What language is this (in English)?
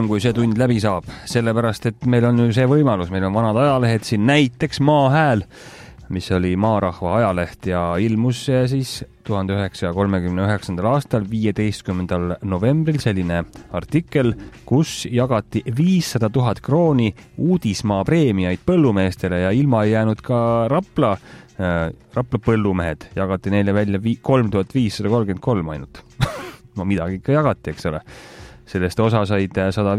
Estonian